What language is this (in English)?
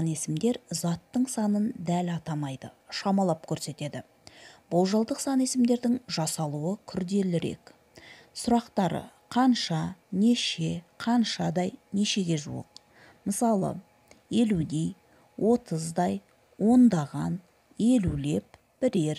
Kazakh